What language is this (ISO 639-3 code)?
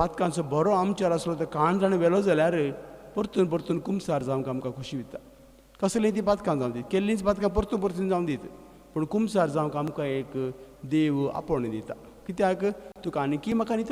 kok